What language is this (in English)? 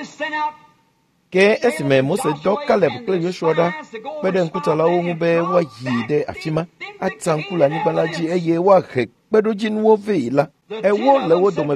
Ewe